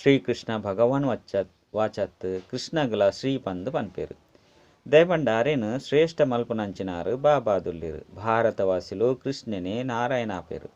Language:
Tulu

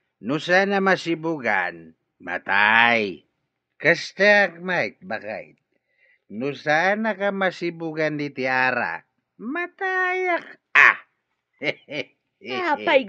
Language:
Iloko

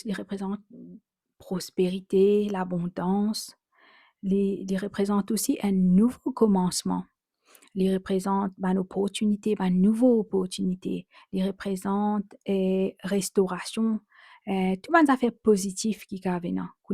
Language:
Morisyen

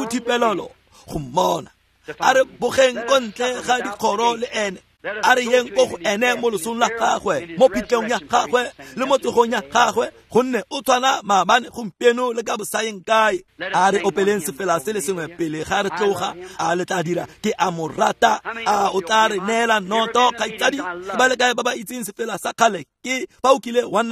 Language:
Tswana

